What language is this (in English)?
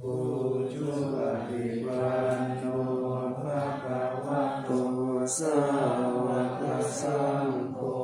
Pali